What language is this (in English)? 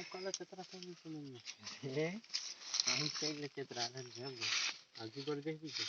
Chhattisgarhi